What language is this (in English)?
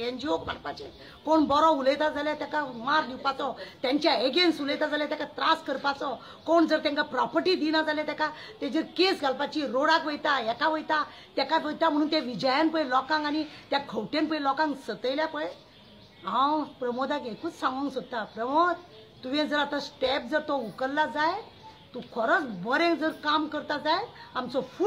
Konkani